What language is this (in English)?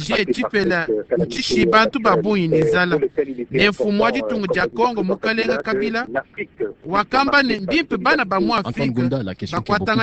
Luba-Lulua